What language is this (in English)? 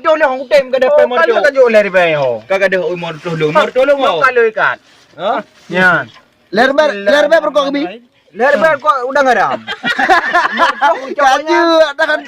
Achinese